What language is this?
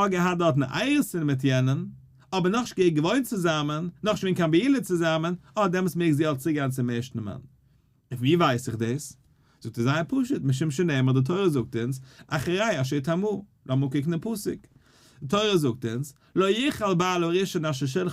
Yiddish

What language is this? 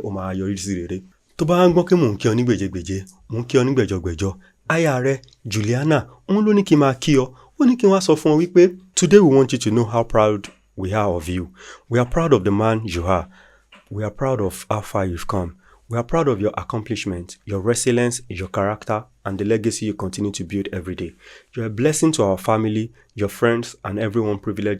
Yoruba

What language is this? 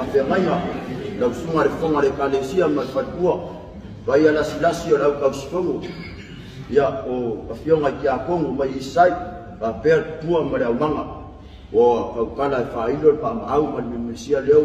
Samoan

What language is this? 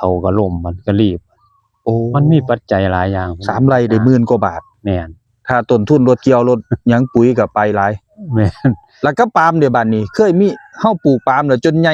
Northeastern Thai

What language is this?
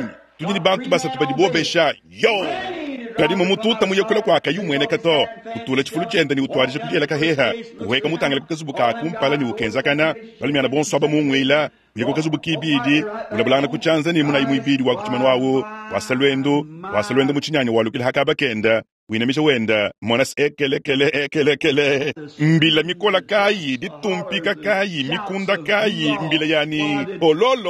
Luba-Lulua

